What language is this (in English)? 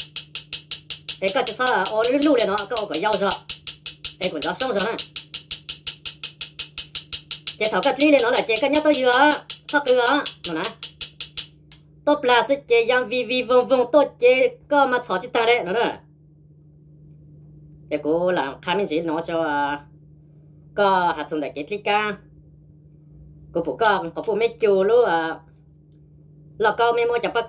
Vietnamese